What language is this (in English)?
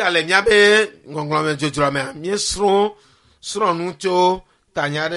Ewe